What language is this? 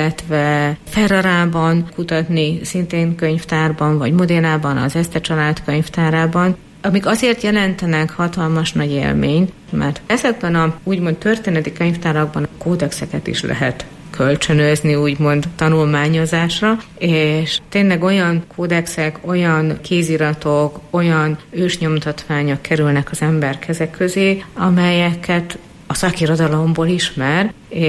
Hungarian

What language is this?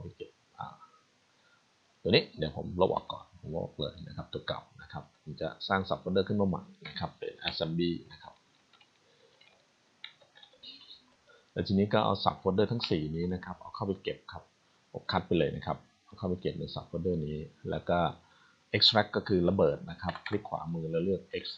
Thai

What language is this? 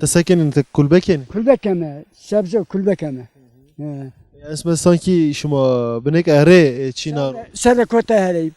Zaza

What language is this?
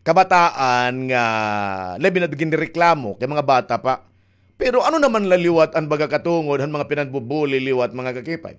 Waray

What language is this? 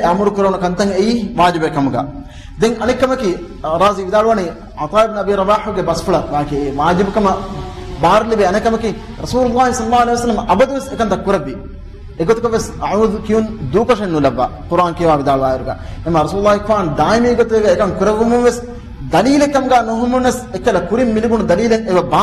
Divehi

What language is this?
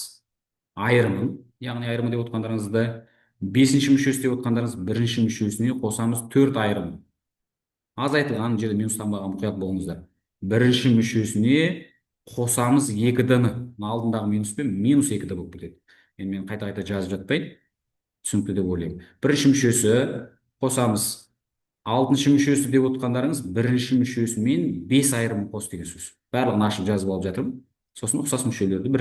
Kazakh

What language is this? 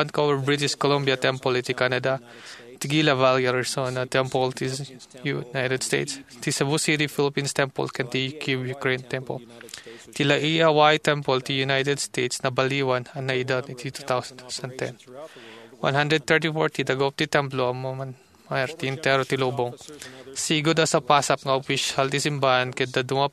Iloko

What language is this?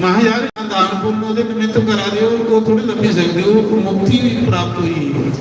Dogri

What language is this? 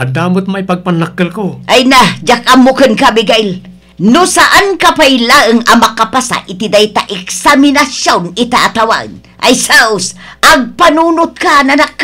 Iloko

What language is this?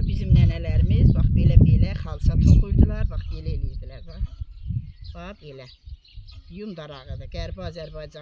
Azerbaijani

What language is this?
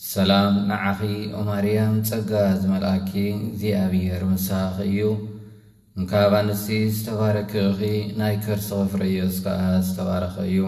Tigrinya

